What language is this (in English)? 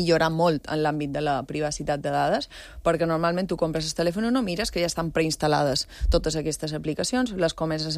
Catalan